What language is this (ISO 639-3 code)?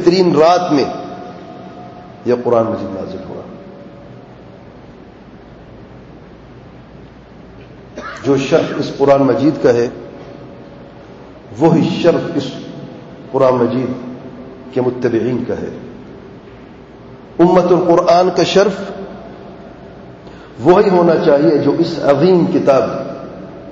urd